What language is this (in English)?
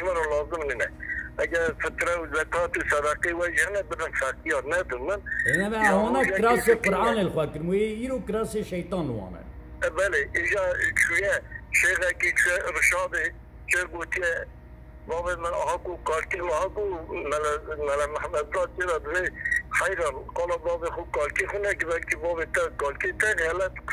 Kurdish